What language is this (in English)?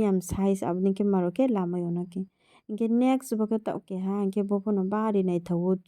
Riang (India)